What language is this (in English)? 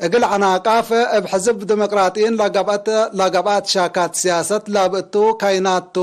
Tigre